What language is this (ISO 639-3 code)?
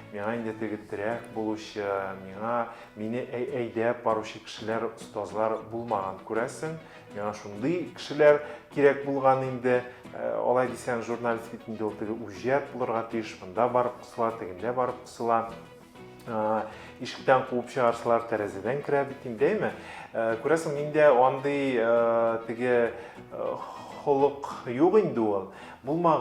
tat